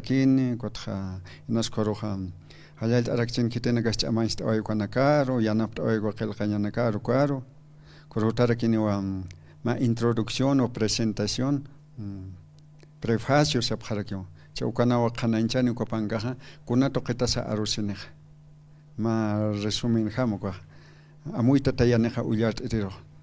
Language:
Aymara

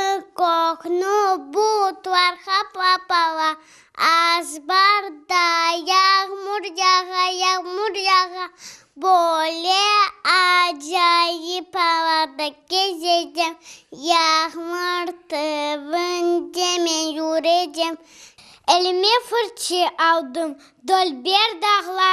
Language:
Crimean Tatar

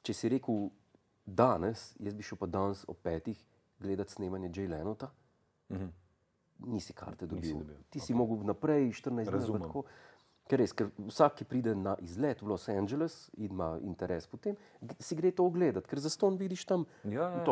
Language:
Slovenian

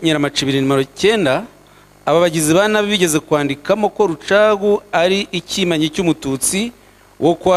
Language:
Kinyarwanda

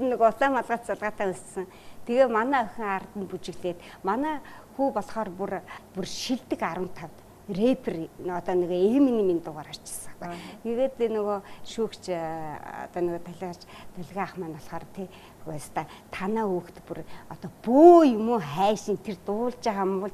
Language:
Mongolian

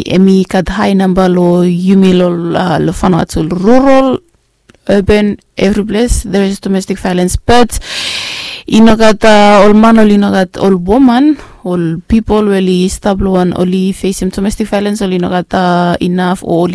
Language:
Bislama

